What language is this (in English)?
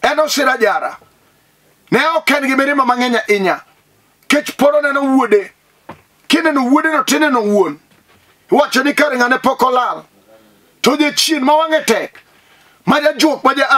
Luo (Kenya and Tanzania)